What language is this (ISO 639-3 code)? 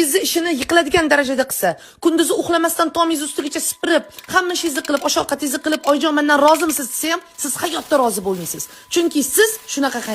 uzb